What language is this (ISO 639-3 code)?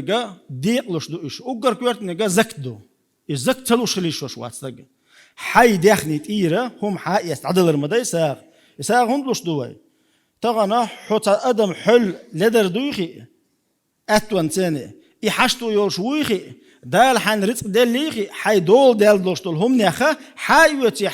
che